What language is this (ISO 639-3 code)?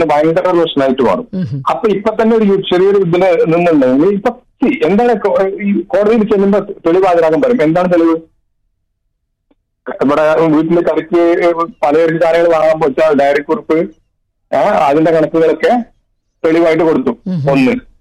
mal